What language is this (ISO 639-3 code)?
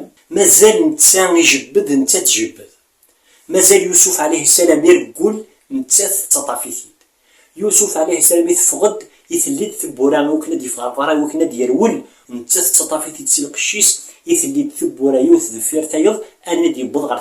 kab